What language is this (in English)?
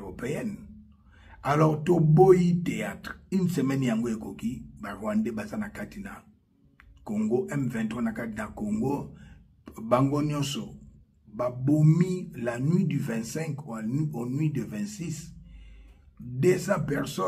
Lingala